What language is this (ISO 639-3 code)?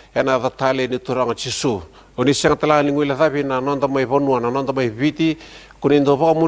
fij